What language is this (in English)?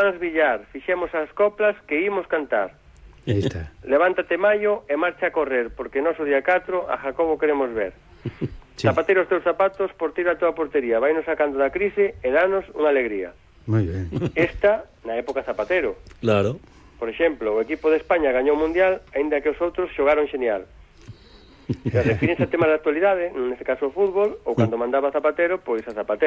Galician